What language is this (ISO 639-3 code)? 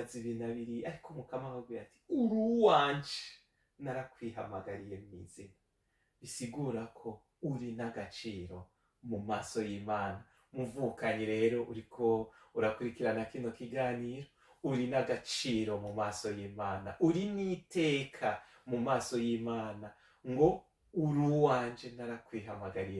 run